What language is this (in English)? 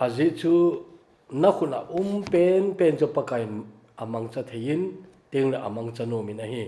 Thado Chin